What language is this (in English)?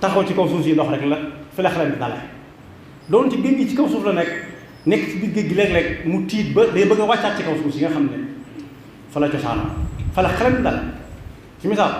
Wolof